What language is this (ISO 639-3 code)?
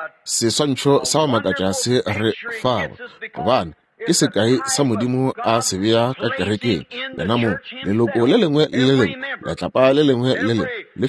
nso